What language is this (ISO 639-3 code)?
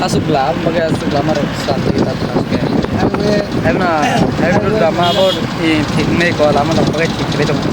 trp